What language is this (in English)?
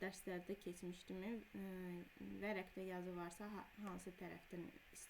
Azerbaijani